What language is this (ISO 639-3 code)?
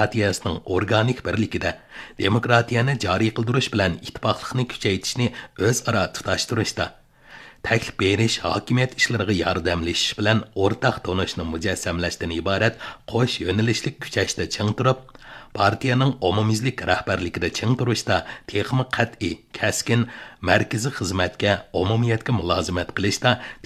uig